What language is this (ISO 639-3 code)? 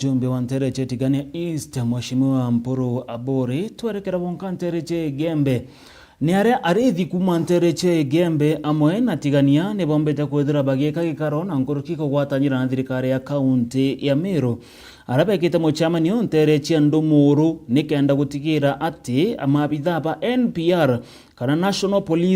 mer